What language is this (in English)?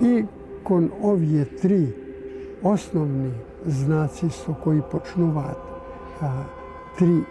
Macedonian